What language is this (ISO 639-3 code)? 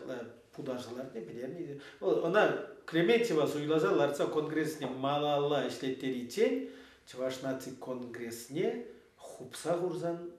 chv